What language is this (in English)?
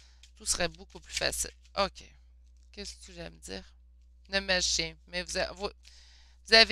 French